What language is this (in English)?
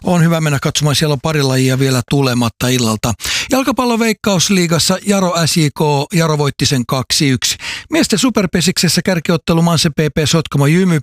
Finnish